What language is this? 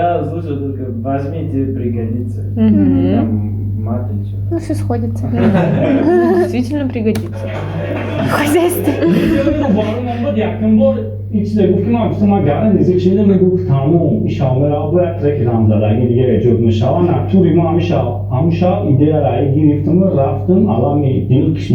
Tajik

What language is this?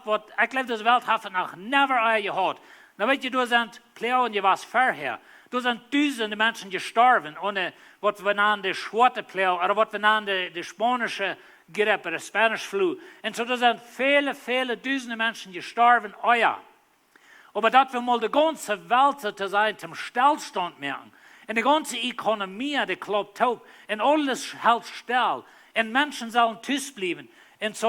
Plautdietsch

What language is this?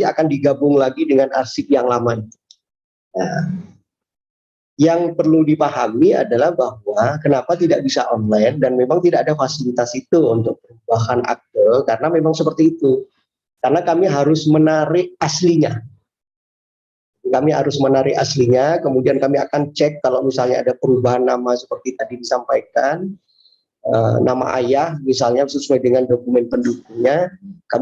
Indonesian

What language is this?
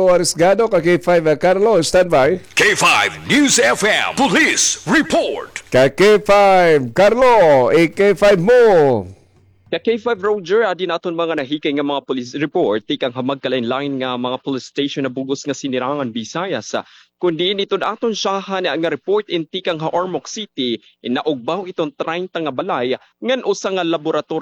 Waray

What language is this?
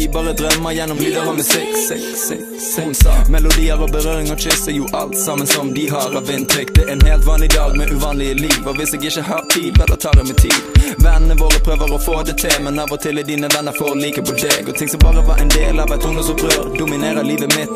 Norwegian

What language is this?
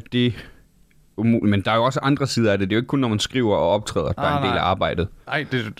Danish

